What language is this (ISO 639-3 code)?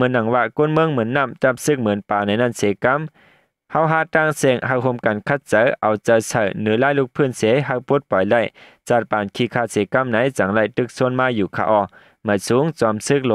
shn